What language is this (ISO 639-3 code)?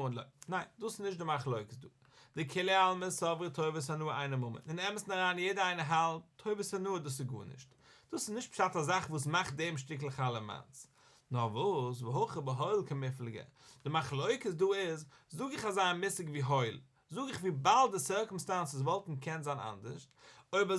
yid